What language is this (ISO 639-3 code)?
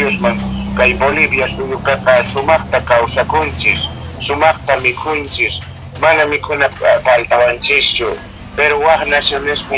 que